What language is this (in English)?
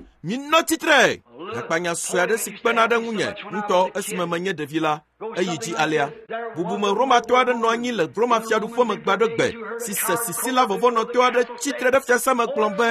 Ewe